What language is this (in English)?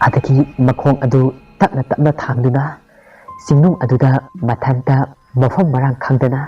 Manipuri